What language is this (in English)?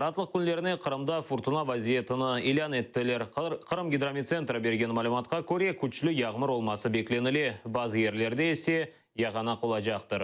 Crimean Tatar